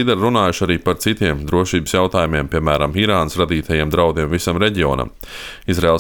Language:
Latvian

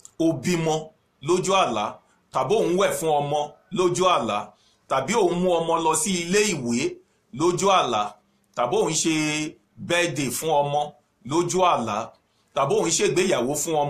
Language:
Yoruba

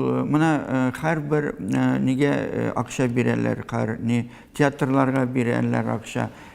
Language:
Tatar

